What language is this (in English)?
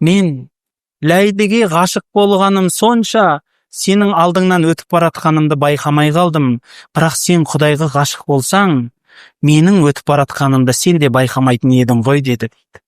Kazakh